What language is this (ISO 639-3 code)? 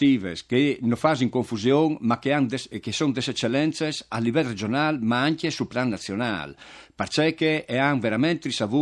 fur